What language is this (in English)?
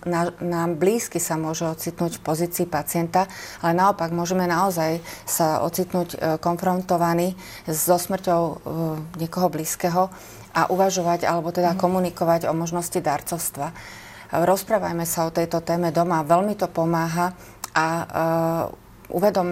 Slovak